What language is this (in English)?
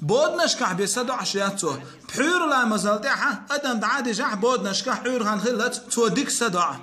Chechen